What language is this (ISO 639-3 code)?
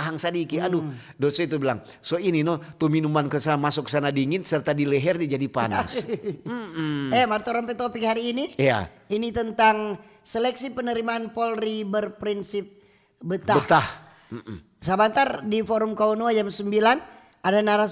xmm